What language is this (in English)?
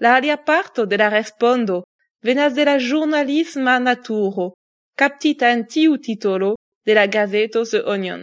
Esperanto